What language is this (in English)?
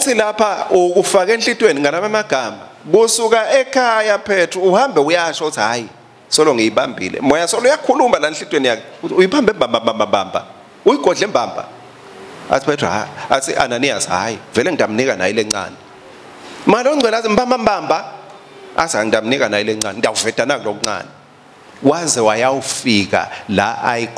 Swati